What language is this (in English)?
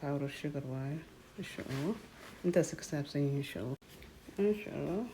Somali